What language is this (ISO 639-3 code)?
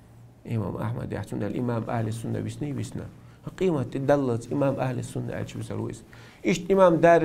che